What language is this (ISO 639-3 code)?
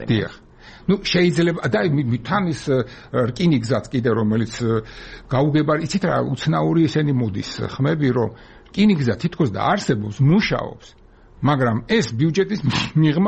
kat